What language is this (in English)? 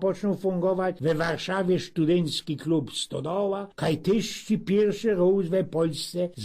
Silesian